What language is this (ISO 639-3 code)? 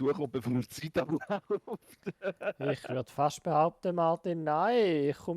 gsw